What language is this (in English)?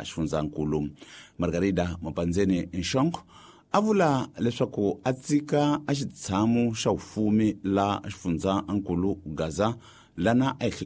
Tsonga